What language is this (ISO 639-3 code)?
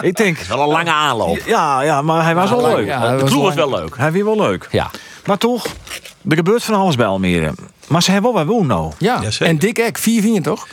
fry